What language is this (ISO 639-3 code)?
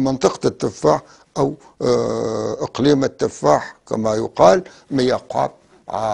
apc